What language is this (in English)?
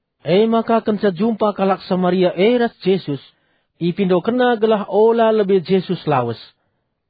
Batak Karo